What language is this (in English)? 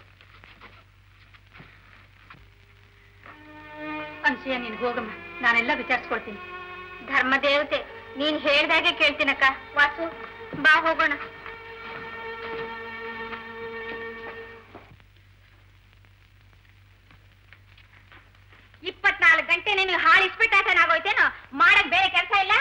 Kannada